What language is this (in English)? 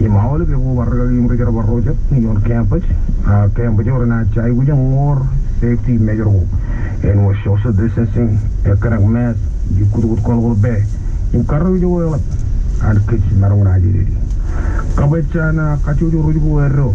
Marshallese